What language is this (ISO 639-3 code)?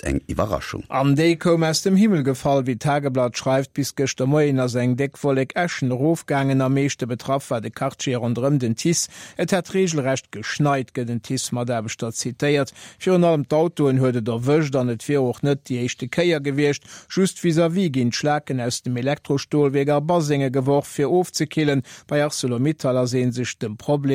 ltz